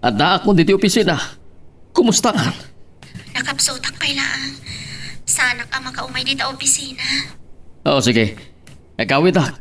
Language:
Iloko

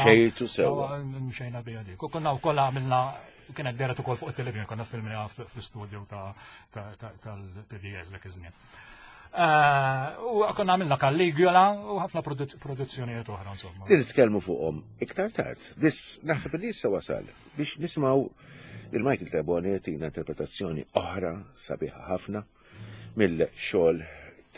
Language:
Maltese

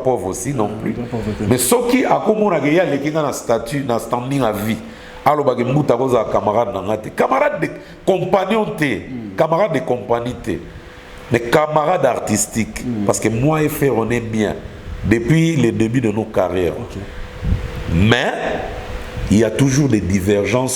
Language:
Lingala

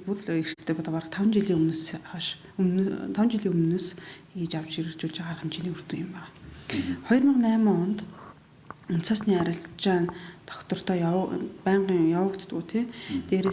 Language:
Mongolian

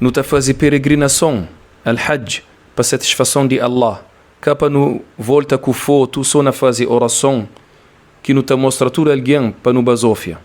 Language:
Kabuverdianu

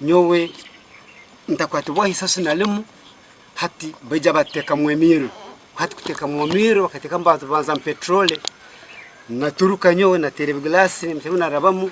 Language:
Nyankole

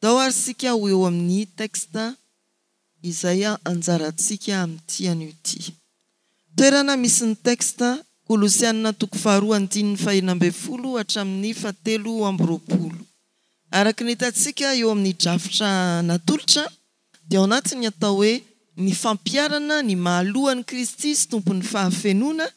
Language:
Malagasy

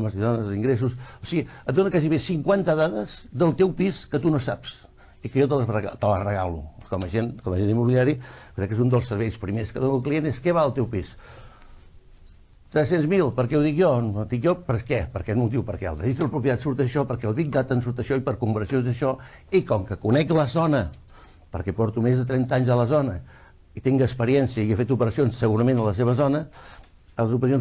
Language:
Catalan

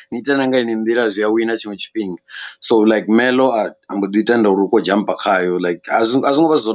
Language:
Venda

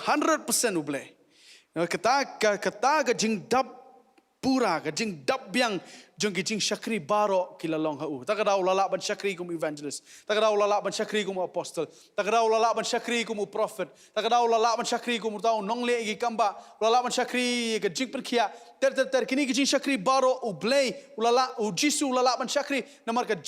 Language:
Khasi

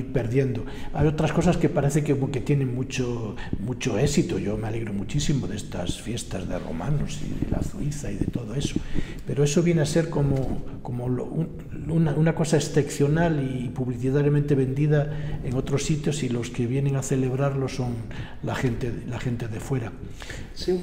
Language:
Spanish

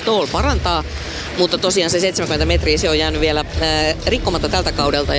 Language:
Finnish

